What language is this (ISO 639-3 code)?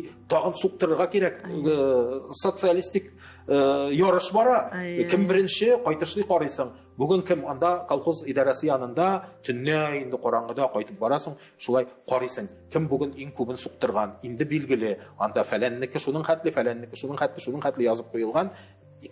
tat